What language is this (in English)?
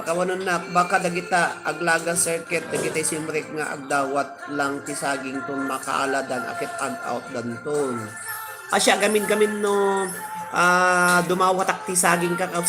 Iloko